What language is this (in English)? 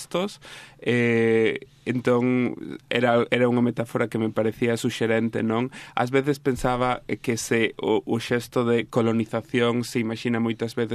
Galician